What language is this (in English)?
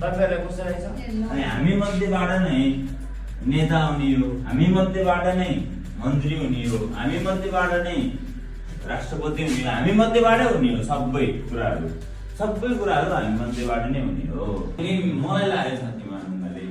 Nepali